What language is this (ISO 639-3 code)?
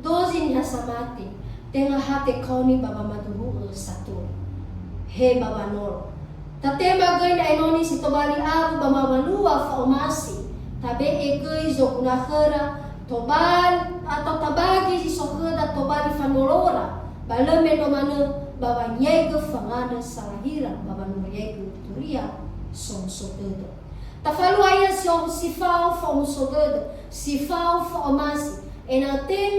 nia